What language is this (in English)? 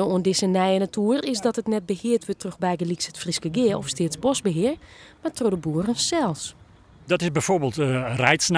Western Frisian